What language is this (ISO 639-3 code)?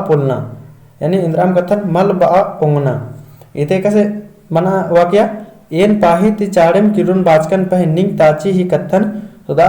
kru